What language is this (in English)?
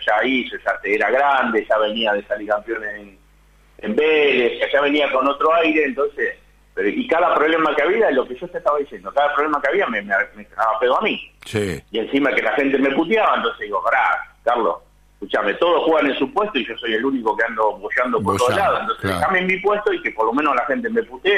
Spanish